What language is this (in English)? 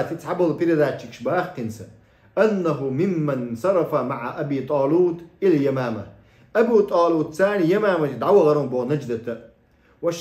Chechen